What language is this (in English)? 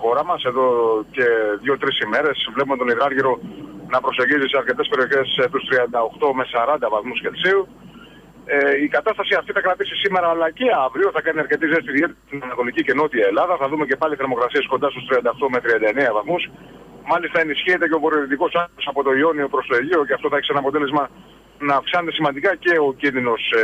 Greek